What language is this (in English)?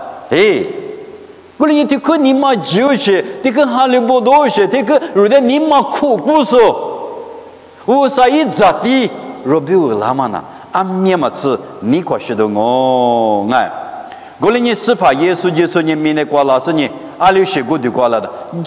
Lisu